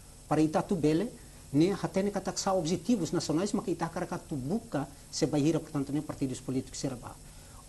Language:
Tetum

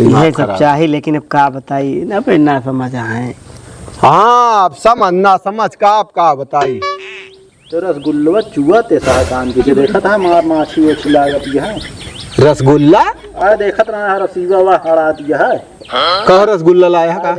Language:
Awadhi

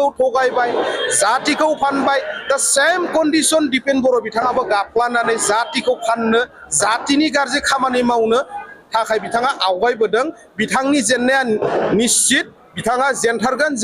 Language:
Bodo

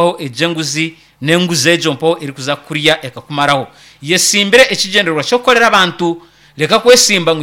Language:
Nyankole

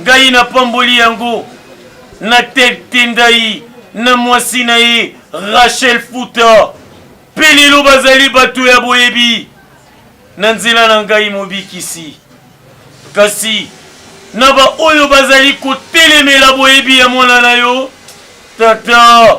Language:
Lingala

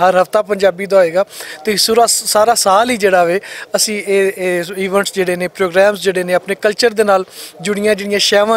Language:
Western Panjabi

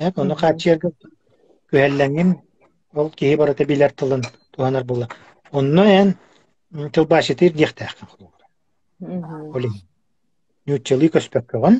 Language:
Yakut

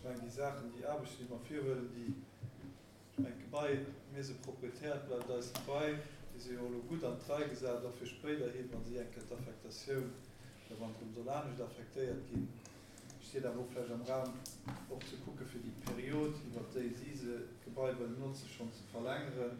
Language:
Luxembourgish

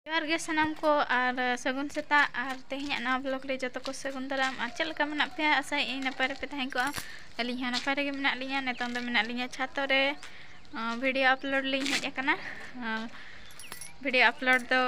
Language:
Santali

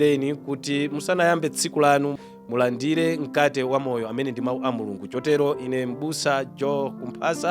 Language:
Nyanja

